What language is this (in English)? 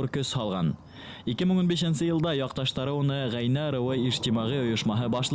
Bashkir